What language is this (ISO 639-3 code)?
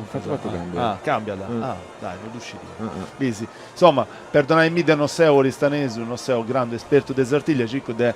srd